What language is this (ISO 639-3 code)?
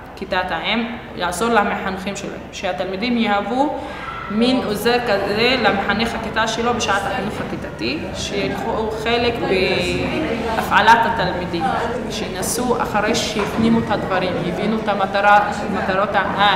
heb